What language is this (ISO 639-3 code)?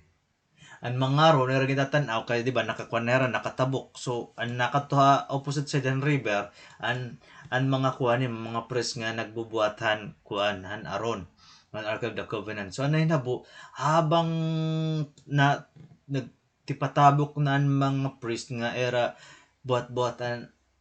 war